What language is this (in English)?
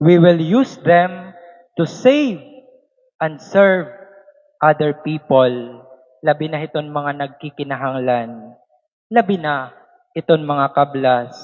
Waray